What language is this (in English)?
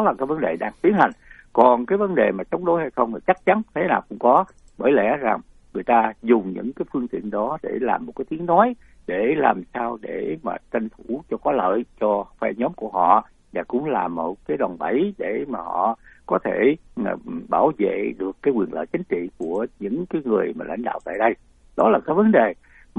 Vietnamese